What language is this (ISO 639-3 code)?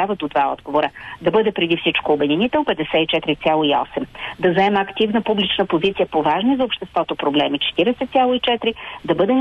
bul